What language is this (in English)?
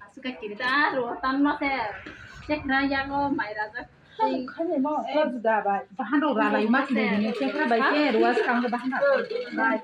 Kok Borok